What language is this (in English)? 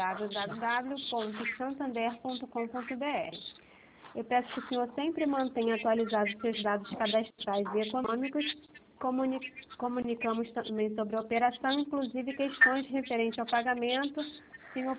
Portuguese